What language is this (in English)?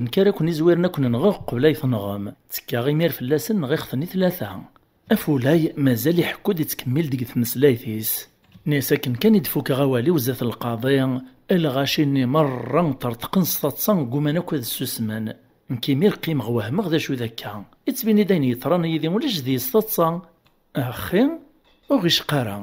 Kabyle